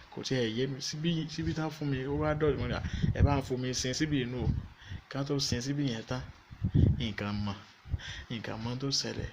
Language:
Yoruba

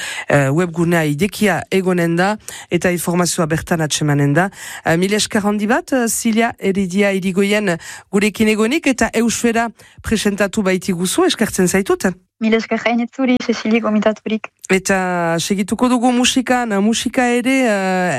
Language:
Basque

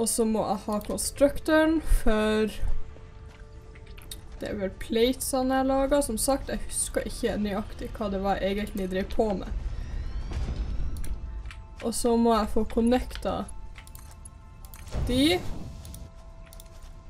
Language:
Norwegian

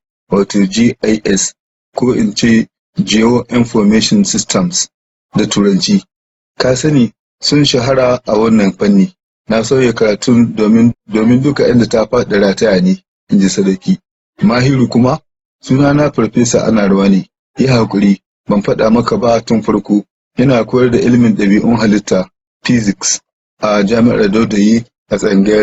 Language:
Hausa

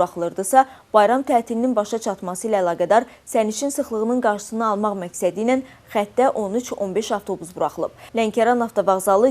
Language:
Azerbaijani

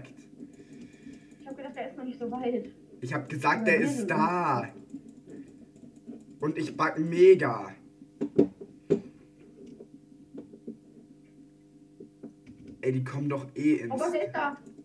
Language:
German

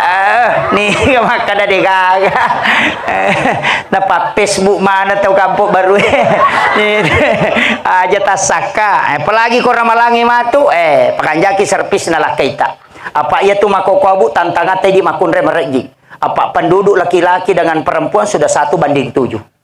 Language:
Buginese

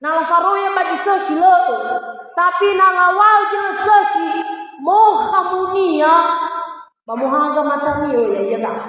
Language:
Nias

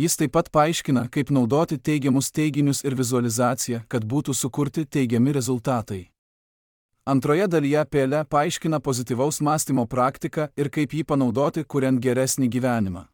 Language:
Lithuanian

